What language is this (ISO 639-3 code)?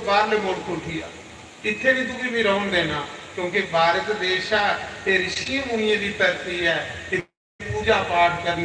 doi